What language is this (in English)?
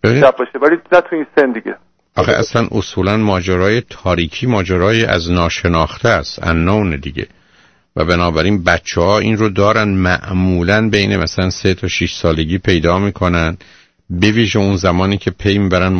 Persian